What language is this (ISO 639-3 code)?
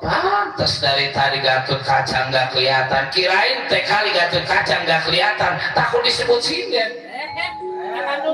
bew